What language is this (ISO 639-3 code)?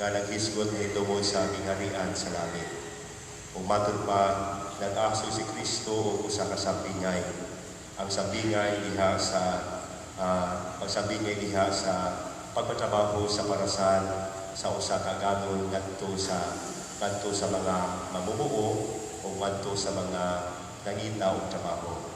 ceb